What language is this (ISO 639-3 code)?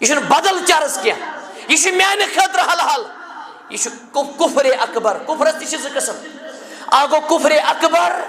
kas